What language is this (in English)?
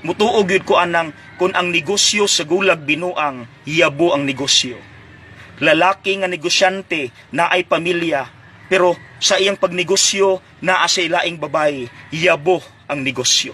Cebuano